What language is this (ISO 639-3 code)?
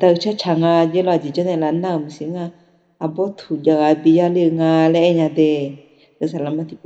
ahk